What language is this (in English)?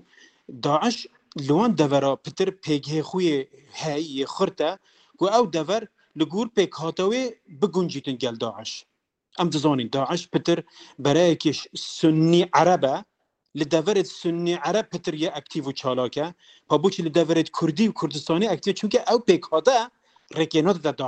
Kurdish